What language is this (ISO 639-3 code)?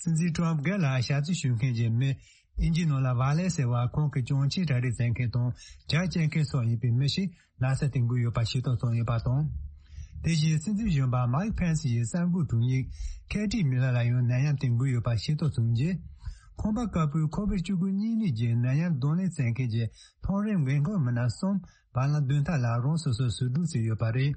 bod